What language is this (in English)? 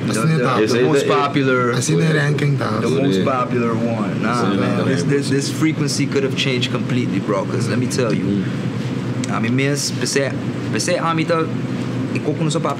Papiamento